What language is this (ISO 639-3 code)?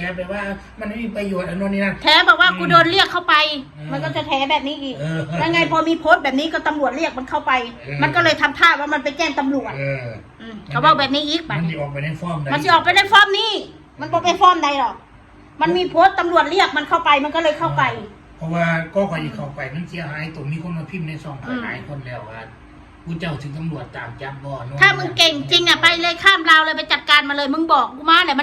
tts